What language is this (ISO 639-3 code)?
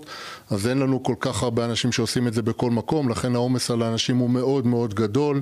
heb